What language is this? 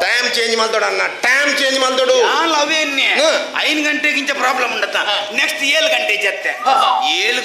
Tulu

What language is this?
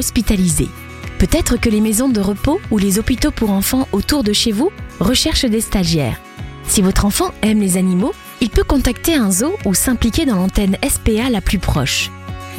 French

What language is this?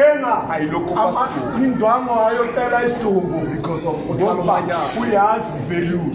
Tswana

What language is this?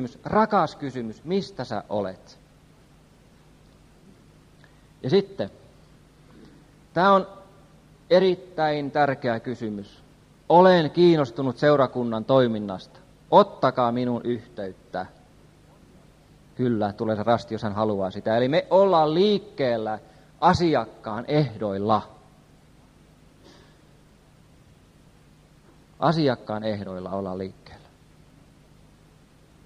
Finnish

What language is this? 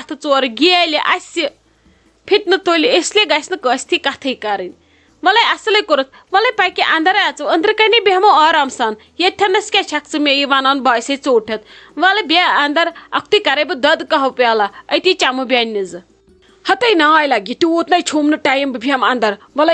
Kashmiri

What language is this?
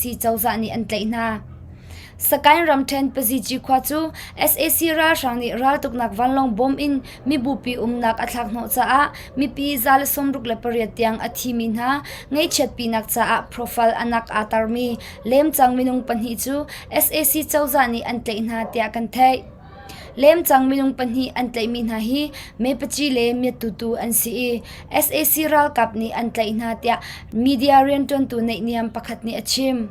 Hakha Chin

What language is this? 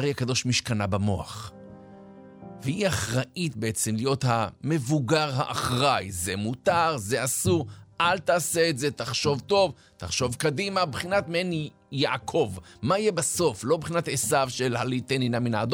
Hebrew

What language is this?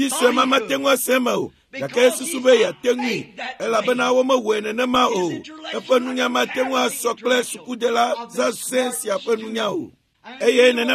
Ewe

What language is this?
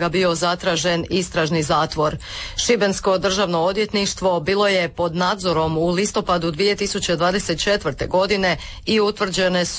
Croatian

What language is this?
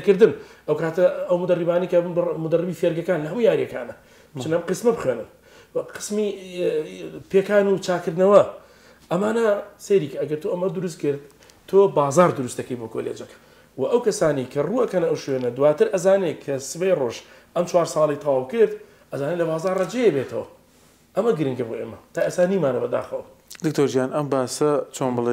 Central Kurdish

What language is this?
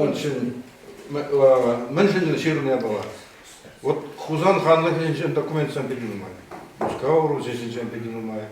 Chuvash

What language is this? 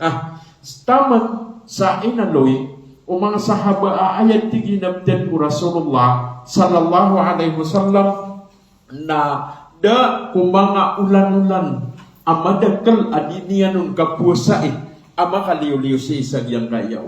Maranao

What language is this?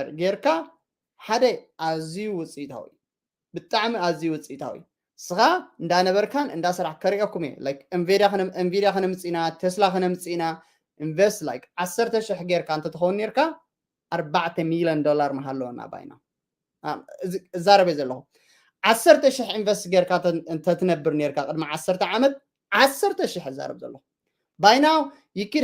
Tigrinya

